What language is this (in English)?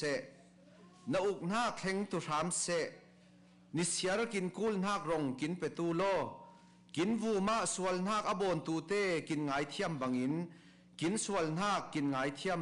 Falam Chin